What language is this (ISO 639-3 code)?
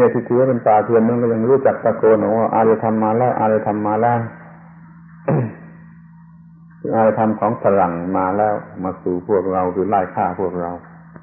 tha